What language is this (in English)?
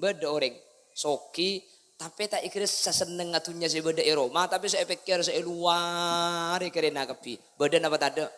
Madurese